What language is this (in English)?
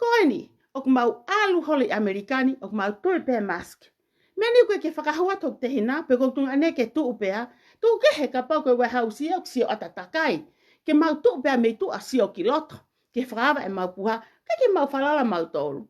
Tongan